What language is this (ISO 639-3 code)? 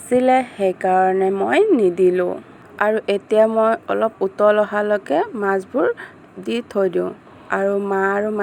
asm